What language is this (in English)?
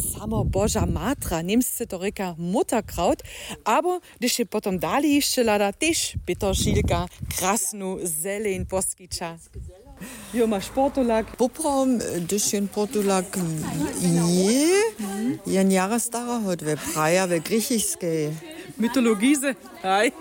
Upper Sorbian